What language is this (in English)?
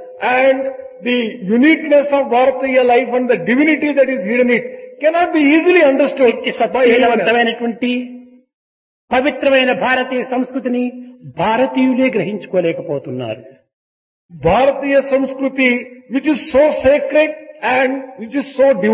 Telugu